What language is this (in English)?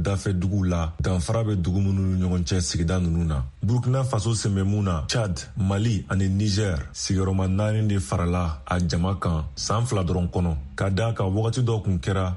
Bambara